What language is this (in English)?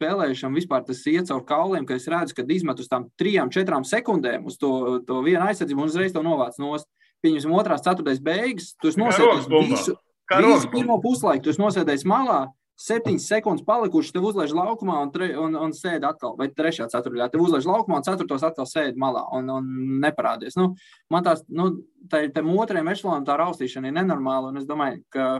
Latvian